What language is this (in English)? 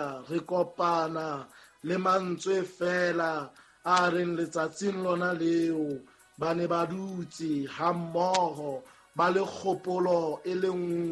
Southern Sotho